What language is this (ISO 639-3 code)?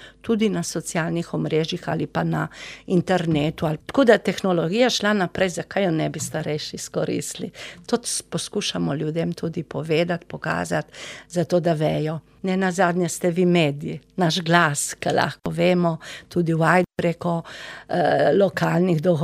slv